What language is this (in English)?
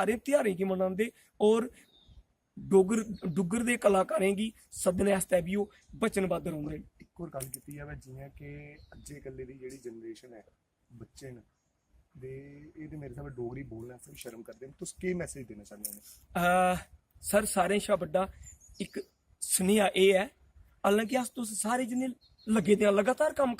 Dogri